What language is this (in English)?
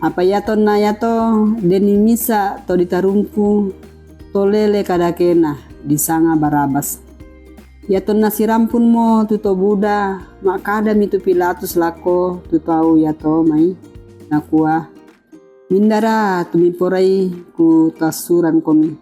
Toraja-Sa'dan